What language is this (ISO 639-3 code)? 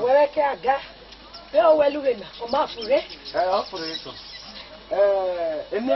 ish